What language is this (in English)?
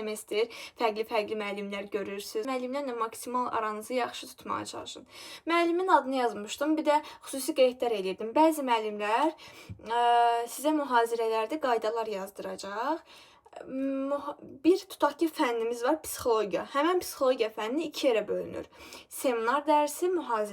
Azerbaijani